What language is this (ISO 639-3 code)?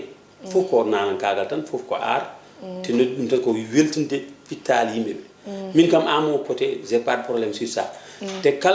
ful